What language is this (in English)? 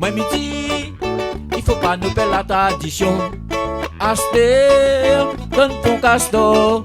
Réunion Creole French